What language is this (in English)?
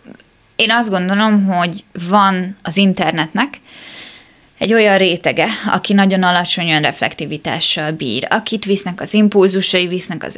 Hungarian